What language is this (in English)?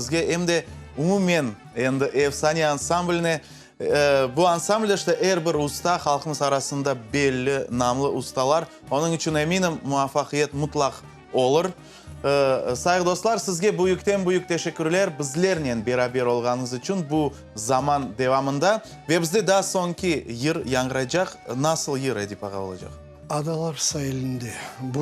Crimean Tatar